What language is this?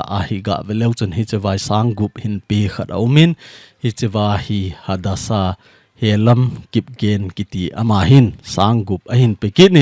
Thado Chin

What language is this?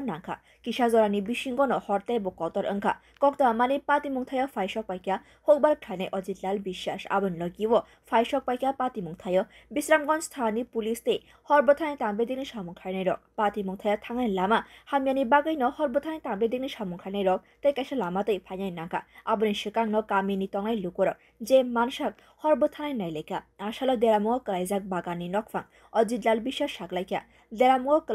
Kok Borok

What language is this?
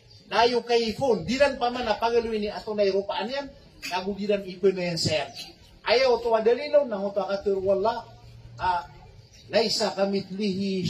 Maranao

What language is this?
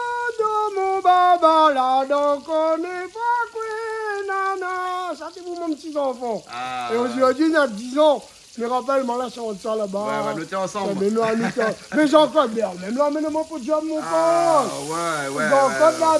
Réunion Creole French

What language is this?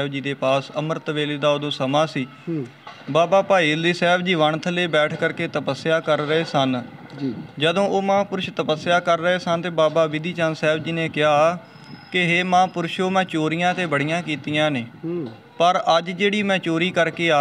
Punjabi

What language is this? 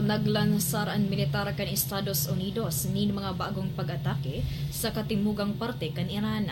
Bikol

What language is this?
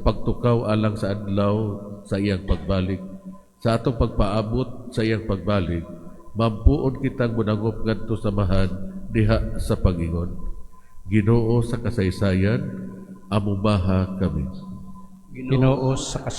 Cebuano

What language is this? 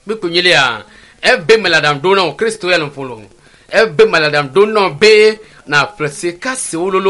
Ewe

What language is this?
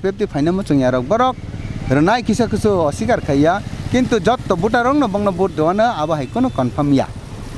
Kok Borok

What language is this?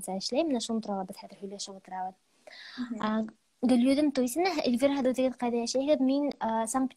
Bashkir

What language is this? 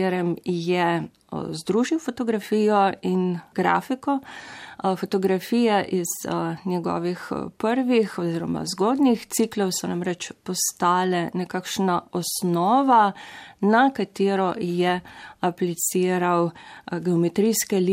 Slovenian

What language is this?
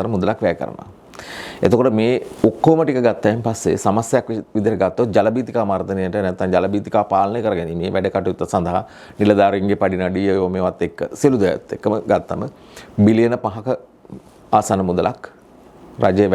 Sinhala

